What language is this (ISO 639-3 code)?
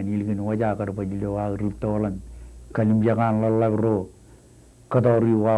mah